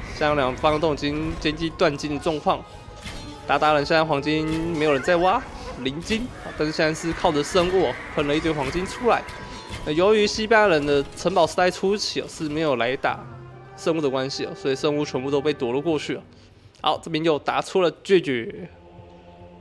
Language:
Chinese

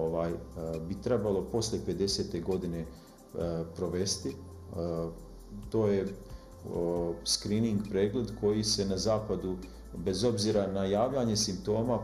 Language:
Bosnian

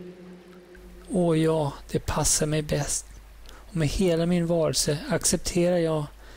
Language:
Swedish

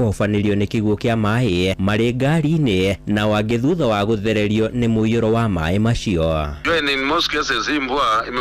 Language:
Kikuyu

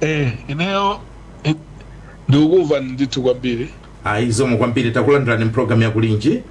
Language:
Nyanja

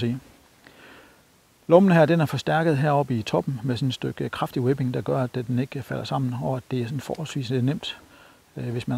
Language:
Danish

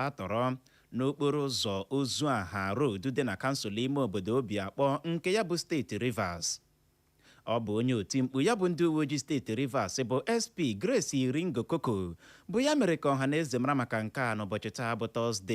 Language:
Igbo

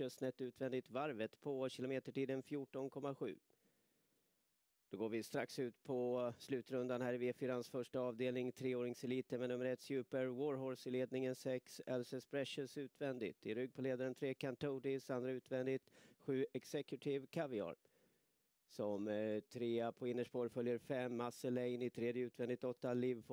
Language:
Swedish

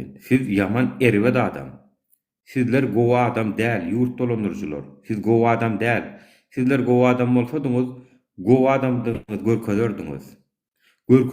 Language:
Turkmen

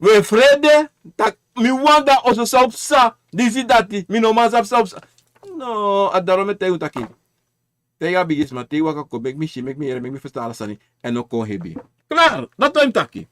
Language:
Sranan Tongo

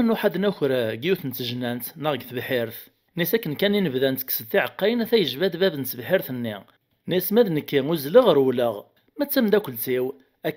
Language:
Kabyle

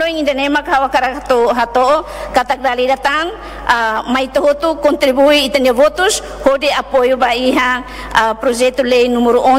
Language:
Tetum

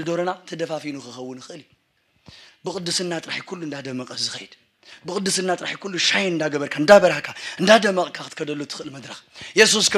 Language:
Tigrinya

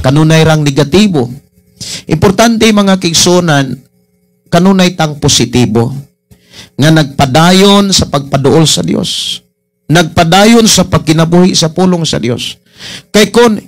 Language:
Cebuano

